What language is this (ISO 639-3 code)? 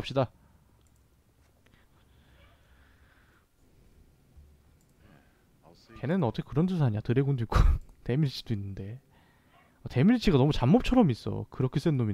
kor